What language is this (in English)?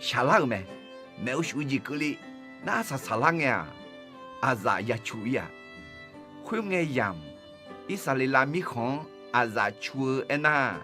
Akha